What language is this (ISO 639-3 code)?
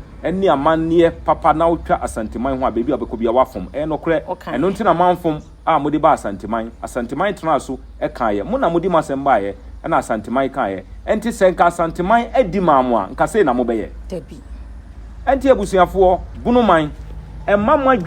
aka